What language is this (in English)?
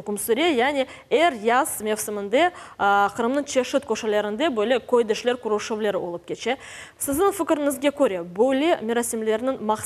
Crimean Tatar